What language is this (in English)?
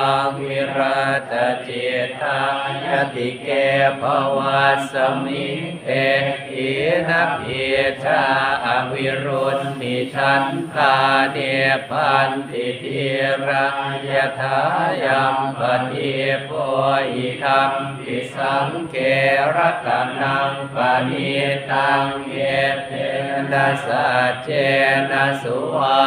Pali